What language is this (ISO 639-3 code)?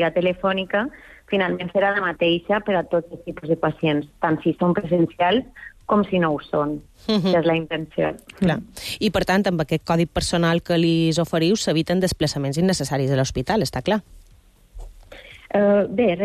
cat